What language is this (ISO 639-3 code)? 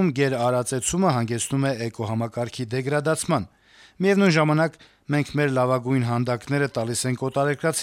hye